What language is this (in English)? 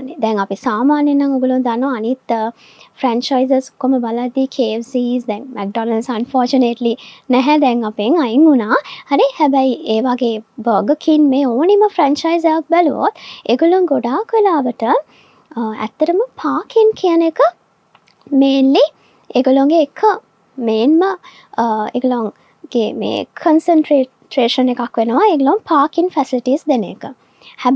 Sinhala